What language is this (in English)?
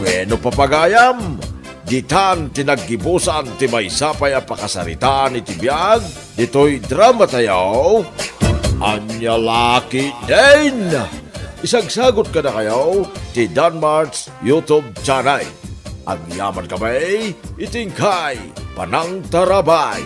Iloko